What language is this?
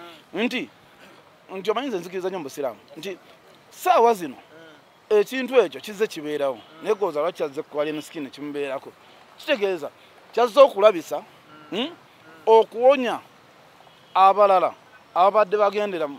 Ganda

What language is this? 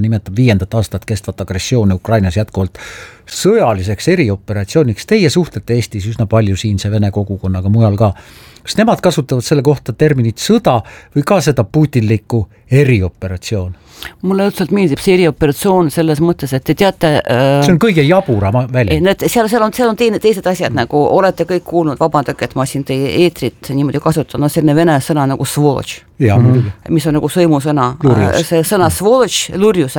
Estonian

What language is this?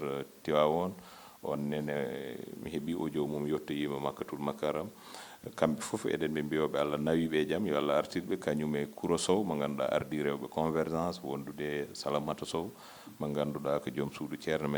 Fula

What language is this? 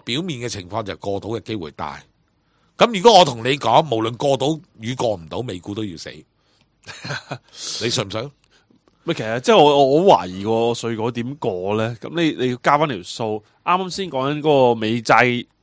Cantonese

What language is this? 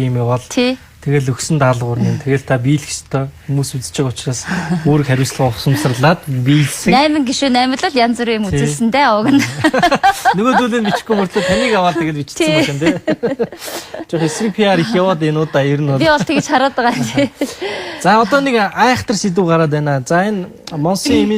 Mongolian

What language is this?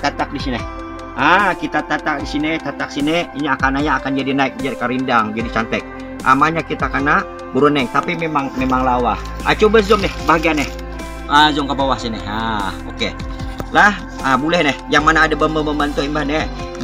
Banjar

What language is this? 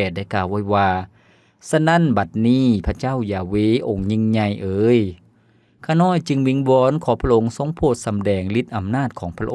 Lao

